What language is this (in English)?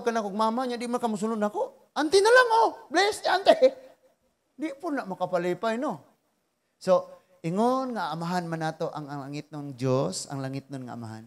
Cebuano